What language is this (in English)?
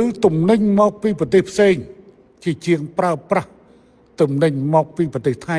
Khmer